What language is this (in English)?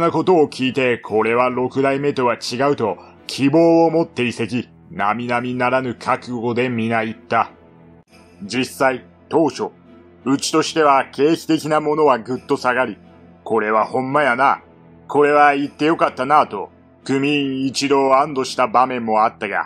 Japanese